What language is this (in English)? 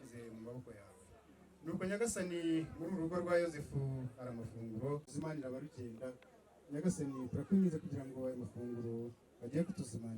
Kinyarwanda